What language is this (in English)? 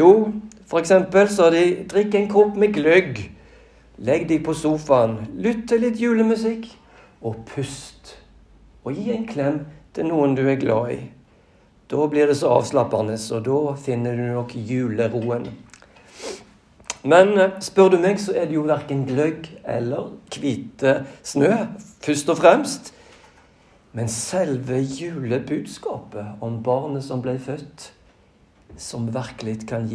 Norwegian